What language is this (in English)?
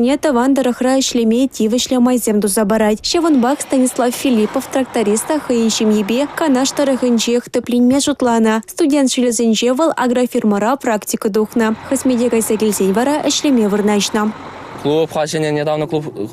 Chuvash